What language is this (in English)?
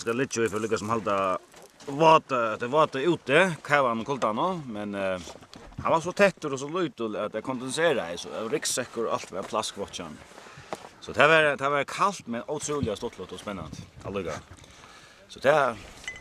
Faroese